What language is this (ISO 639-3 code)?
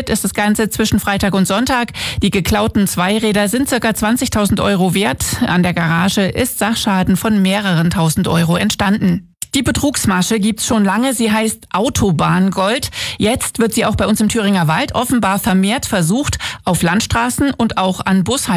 deu